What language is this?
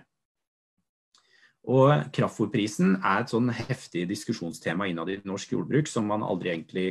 Norwegian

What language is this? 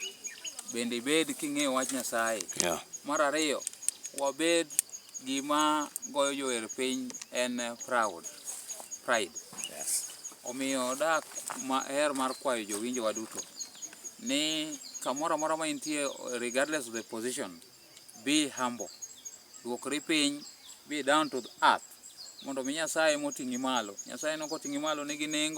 Luo (Kenya and Tanzania)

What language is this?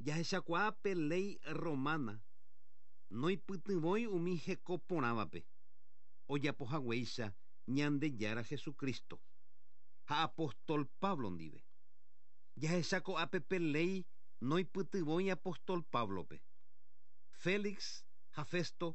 Guarani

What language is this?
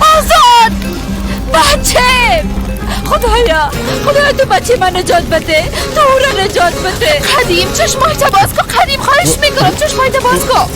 Persian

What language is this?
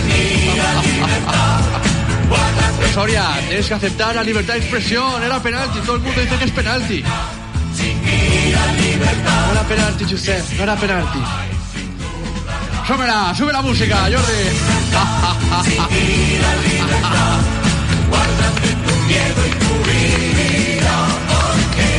Spanish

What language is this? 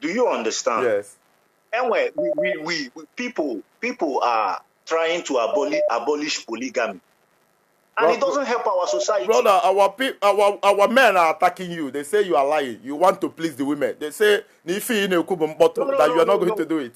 Igbo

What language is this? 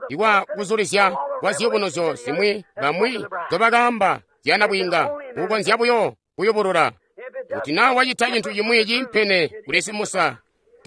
Tonga (Zambia)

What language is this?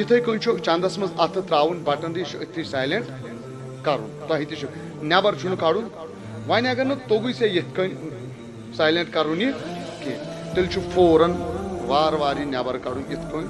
Kashmiri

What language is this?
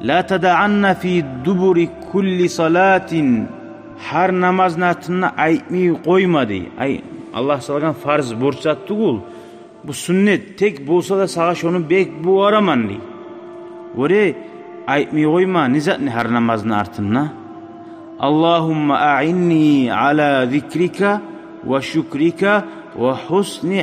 Kumyk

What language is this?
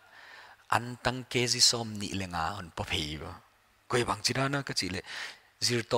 Paite Chin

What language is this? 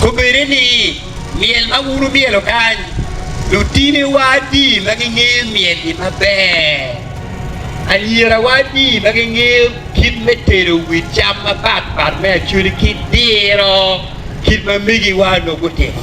Acoli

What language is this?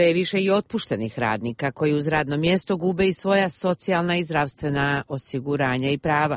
Croatian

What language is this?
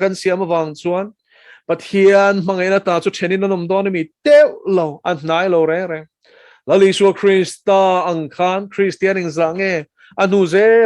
Mizo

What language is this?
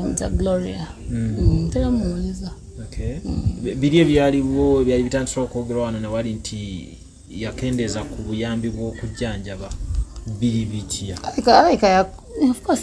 Ganda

